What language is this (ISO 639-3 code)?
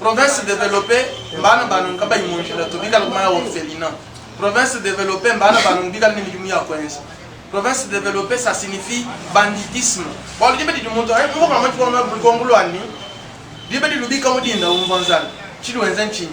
lua